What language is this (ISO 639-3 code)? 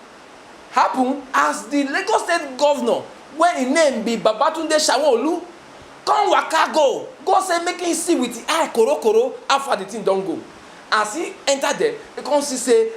pcm